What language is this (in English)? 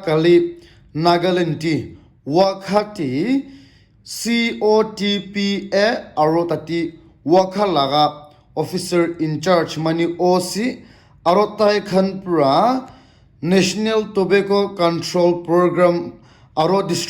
Naga Pidgin